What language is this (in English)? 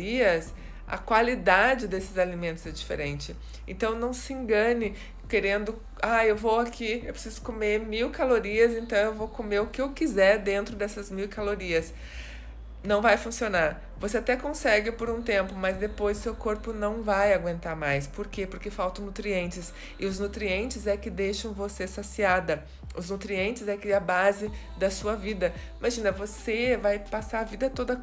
Portuguese